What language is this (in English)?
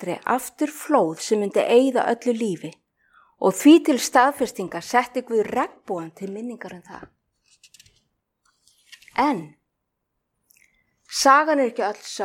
Icelandic